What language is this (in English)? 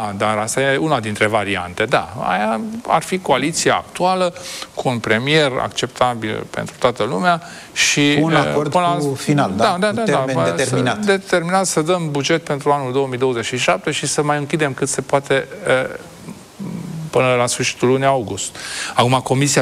Romanian